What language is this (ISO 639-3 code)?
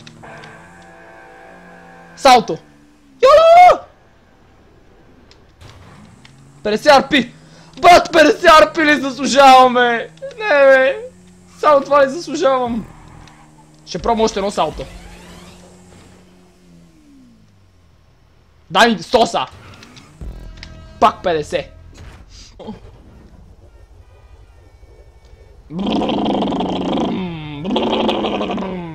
bul